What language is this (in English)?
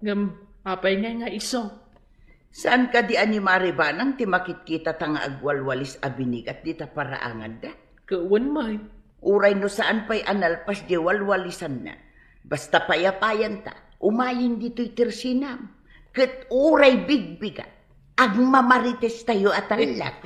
Iloko